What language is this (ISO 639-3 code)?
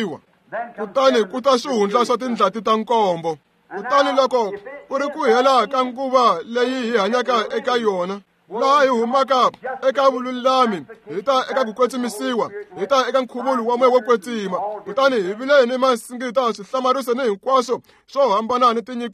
tso